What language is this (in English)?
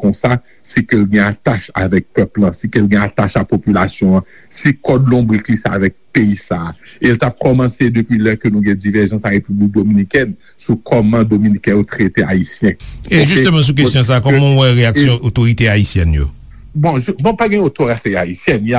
Haitian Creole